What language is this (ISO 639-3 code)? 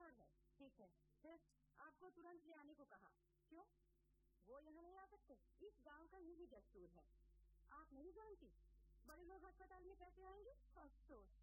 hin